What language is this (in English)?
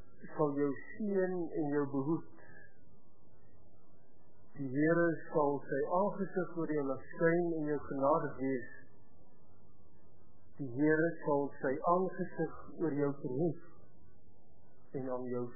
Afrikaans